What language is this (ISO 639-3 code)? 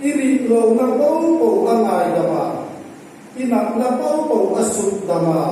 hmr